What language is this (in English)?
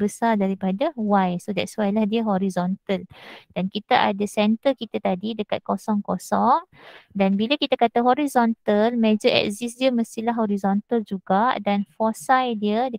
Malay